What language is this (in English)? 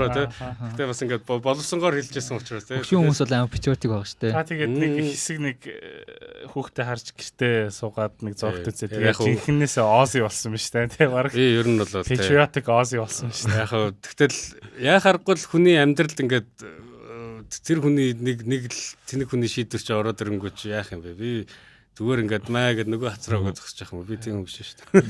Mongolian